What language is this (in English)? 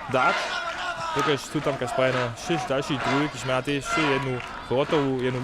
Upper Sorbian